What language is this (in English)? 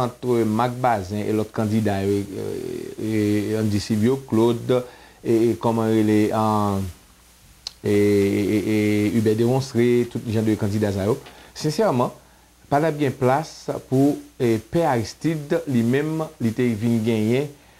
Haitian Creole